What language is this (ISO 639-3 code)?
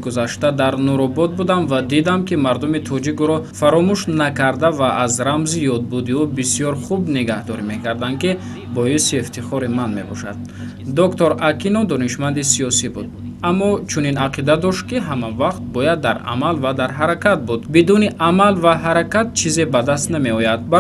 tgk